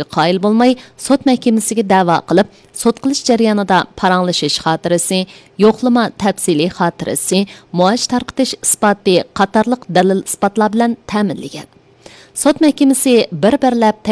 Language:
Uyghur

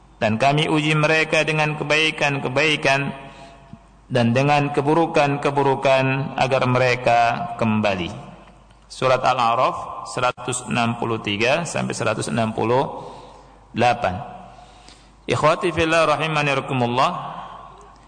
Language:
Indonesian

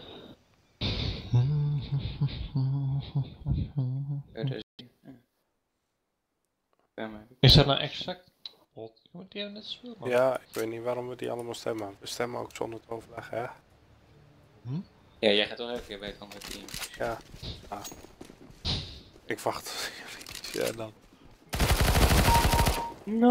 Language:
Dutch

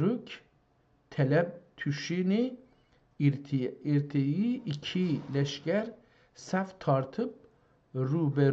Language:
South Azerbaijani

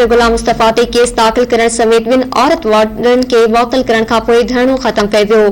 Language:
Sindhi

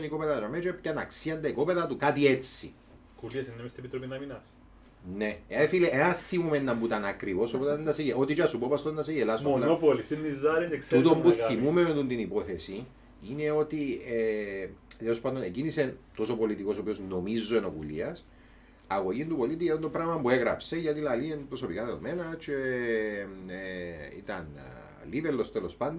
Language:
Greek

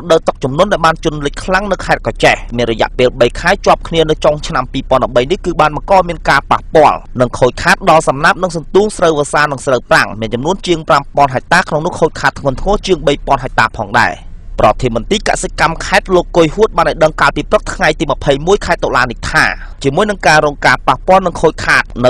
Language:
Khmer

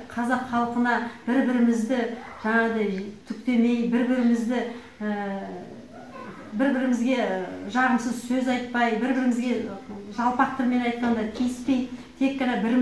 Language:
Kazakh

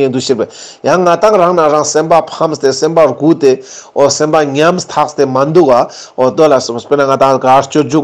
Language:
Ladakhi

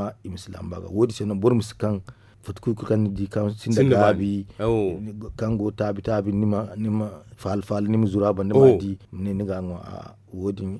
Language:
Zarma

